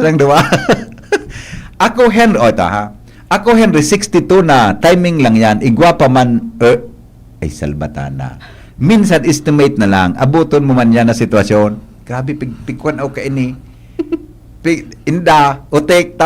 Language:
Bikol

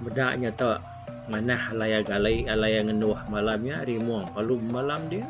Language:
Iban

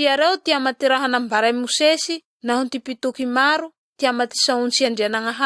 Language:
Malagasy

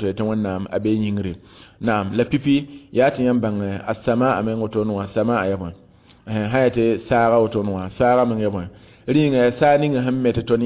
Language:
Mossi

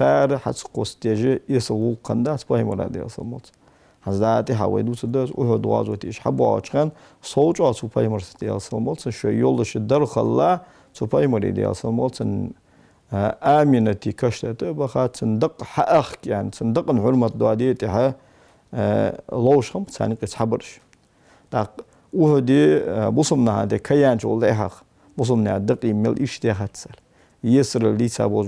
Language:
Ingush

